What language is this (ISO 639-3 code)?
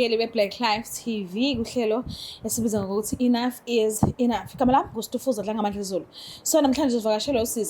zul